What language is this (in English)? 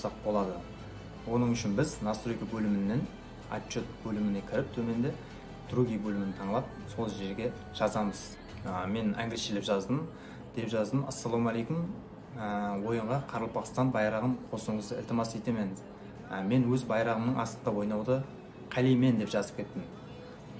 Kara-Kalpak